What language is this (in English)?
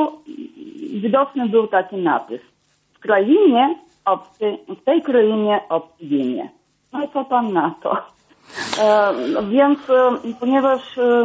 Polish